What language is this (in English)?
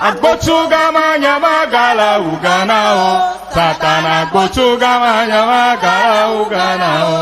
Ewe